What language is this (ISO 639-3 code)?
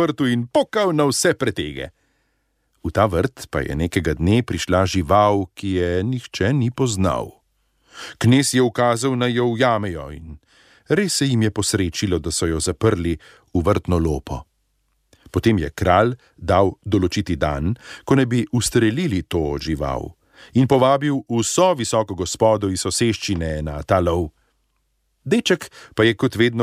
slv